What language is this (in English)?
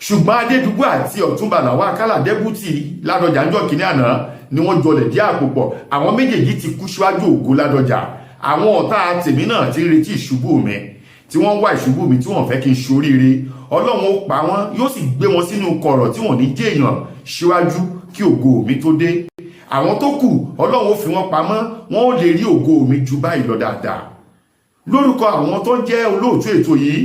Yoruba